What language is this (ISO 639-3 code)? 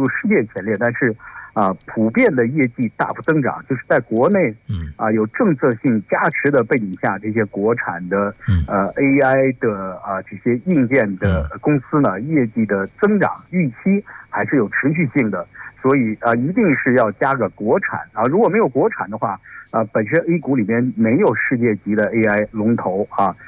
zho